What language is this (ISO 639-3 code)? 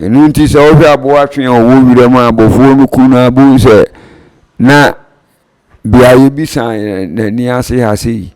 aka